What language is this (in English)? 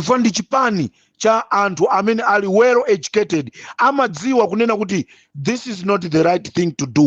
Nyanja